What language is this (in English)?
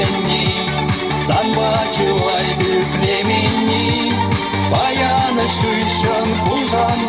Chuvash